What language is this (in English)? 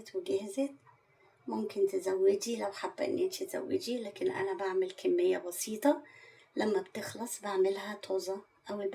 Egyptian Arabic